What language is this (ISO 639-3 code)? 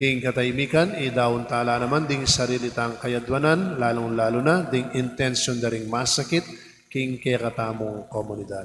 pam